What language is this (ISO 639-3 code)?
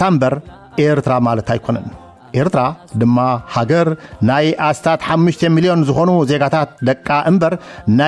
tir